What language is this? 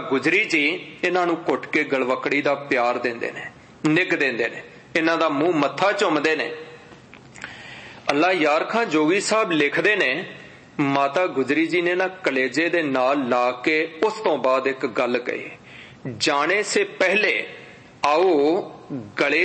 Punjabi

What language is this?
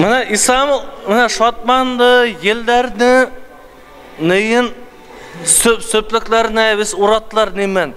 Bashkir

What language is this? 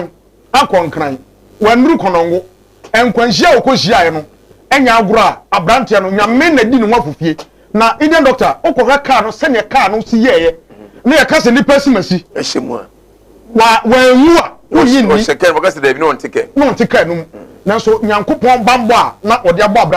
Akan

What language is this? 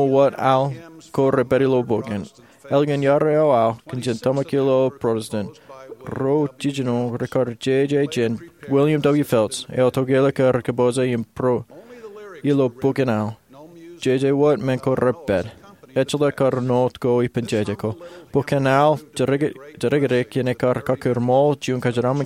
Marshallese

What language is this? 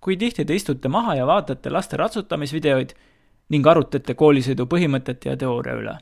Estonian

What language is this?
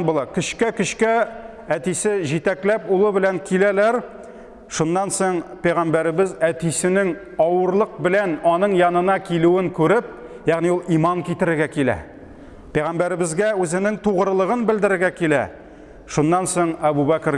Tatar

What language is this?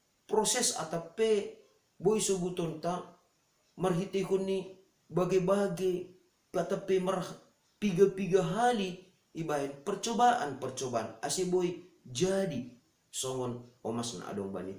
Batak Simalungun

